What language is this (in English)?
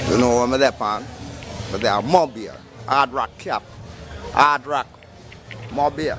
Jamaican Creole English